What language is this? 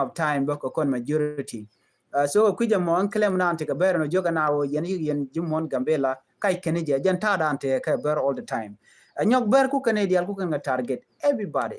Nuer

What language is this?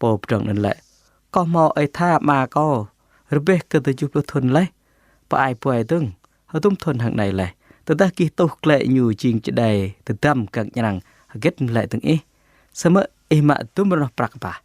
Jarai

